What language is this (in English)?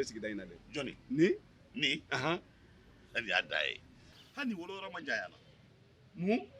Bambara